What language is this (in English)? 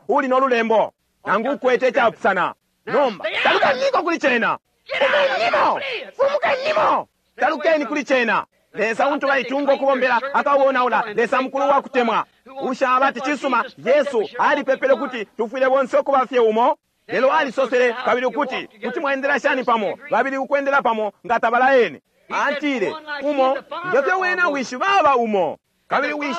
Bemba